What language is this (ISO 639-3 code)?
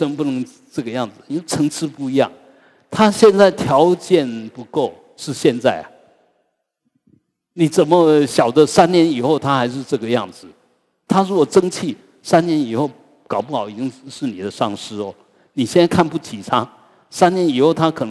zho